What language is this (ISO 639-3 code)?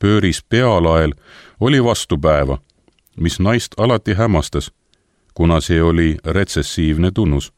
est